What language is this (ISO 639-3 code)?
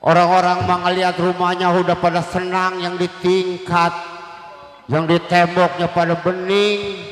bew